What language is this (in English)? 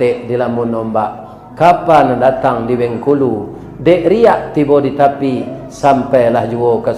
Minangkabau